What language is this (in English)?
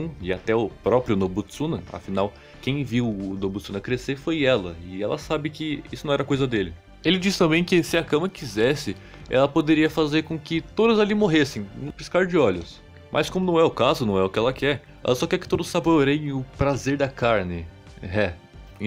Portuguese